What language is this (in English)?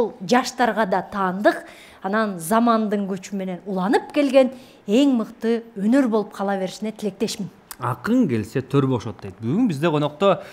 Kyrgyz